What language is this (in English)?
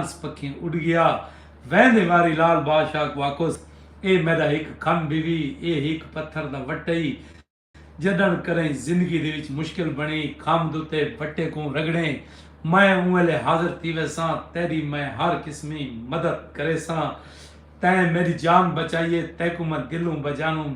Saraiki